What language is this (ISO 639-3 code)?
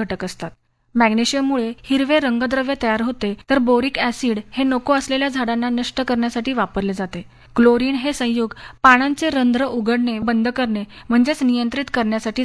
mar